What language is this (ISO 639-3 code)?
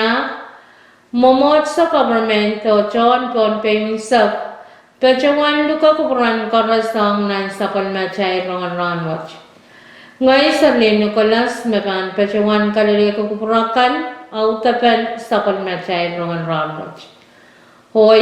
pon